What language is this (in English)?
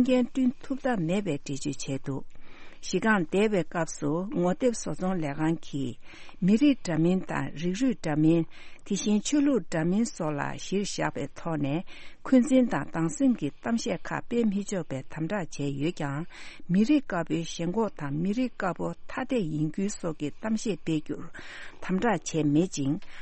Tibetan